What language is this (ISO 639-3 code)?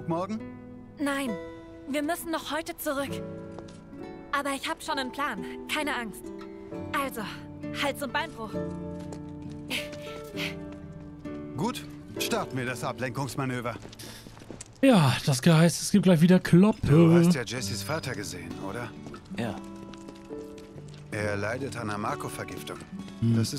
deu